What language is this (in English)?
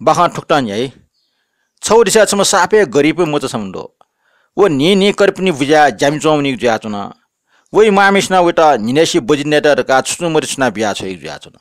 Newari